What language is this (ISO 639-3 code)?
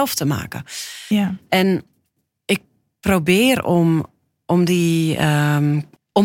nld